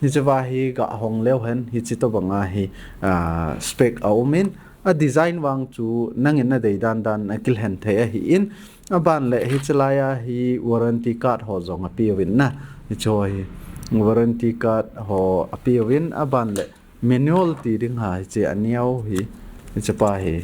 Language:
Thado Chin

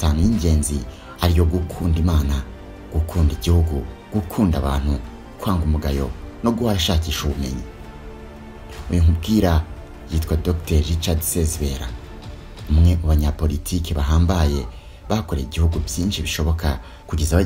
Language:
Kinyarwanda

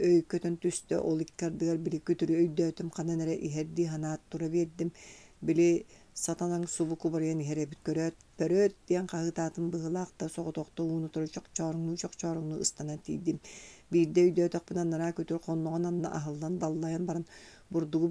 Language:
Yakut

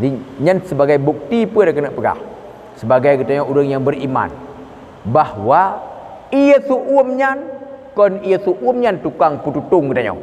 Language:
Achinese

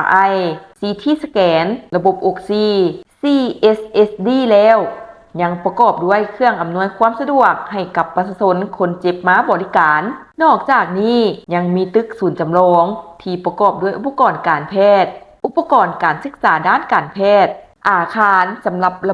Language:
Lao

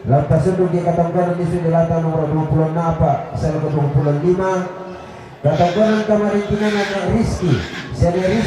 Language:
Toraja-Sa'dan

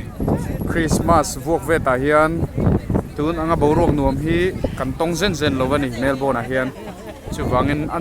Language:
Mizo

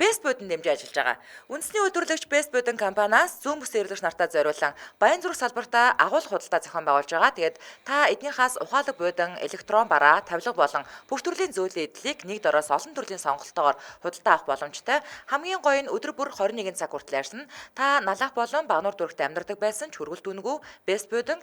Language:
Mongolian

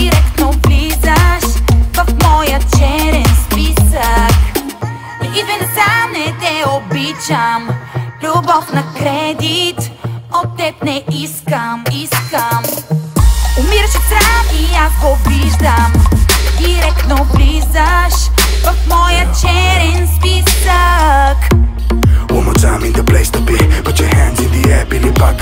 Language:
Bulgarian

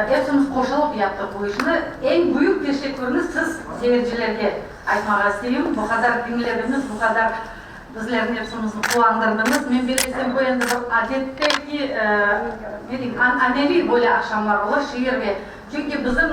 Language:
Crimean Tatar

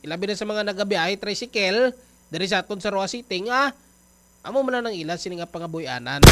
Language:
Hiligaynon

